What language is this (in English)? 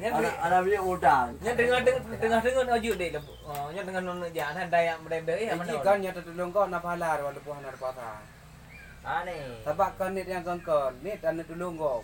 Achinese